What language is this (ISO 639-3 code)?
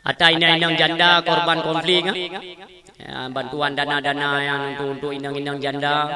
ace